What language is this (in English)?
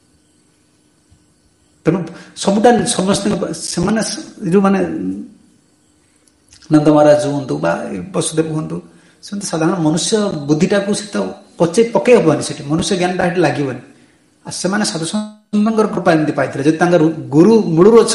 Odia